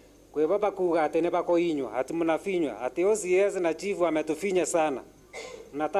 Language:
Meru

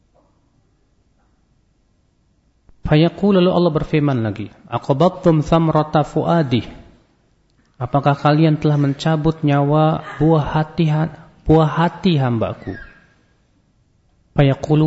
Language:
Indonesian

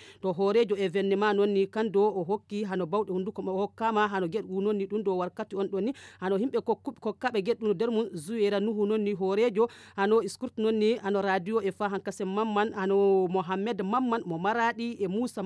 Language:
Fula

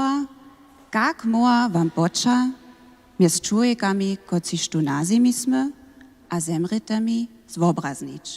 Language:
Upper Sorbian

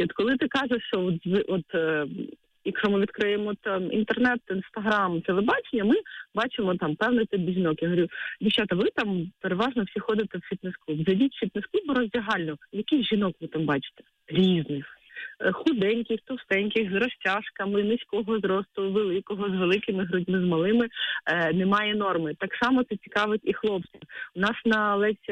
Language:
Ukrainian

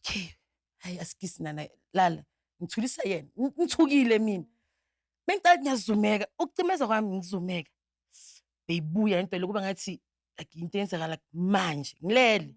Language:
Zulu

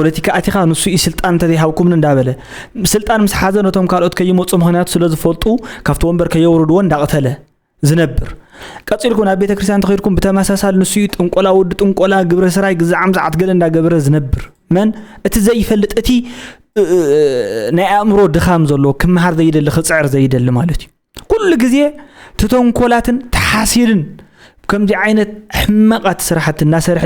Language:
Tigrinya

